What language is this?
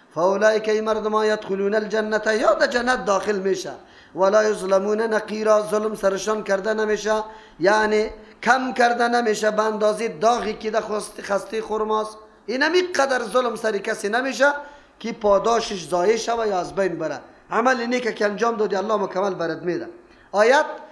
Persian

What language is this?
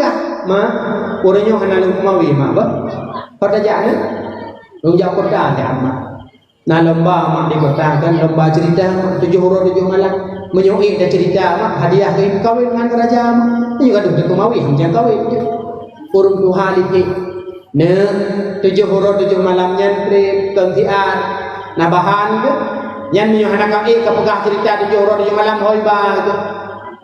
Achinese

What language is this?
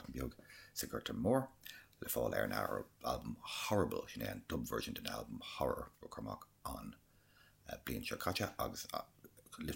Irish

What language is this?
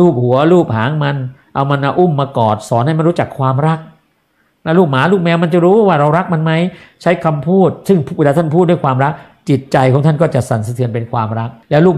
Thai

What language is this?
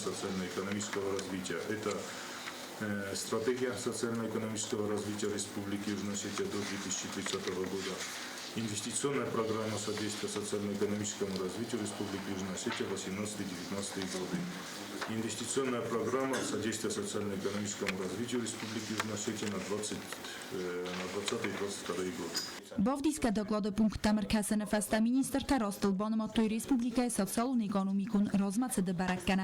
Ossetic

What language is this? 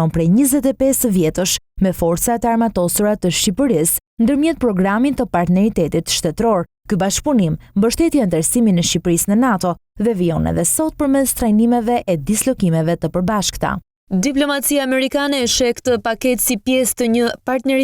Albanian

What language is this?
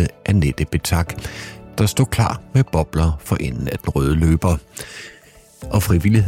Danish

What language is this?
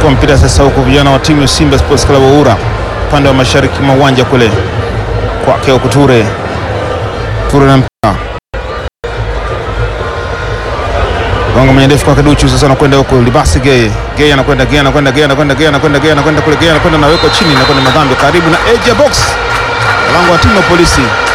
Swahili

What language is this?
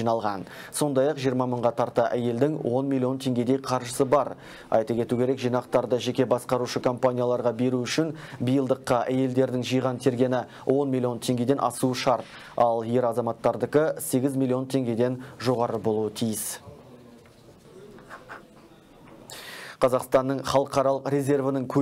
Kazakh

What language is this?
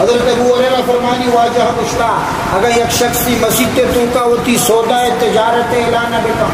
Baluchi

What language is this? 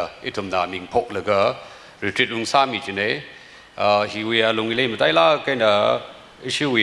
Tangkhul Naga (India)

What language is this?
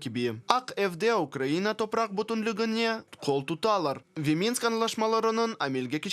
Crimean Tatar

